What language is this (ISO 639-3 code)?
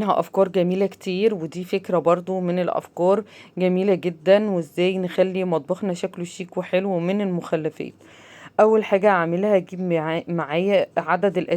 arz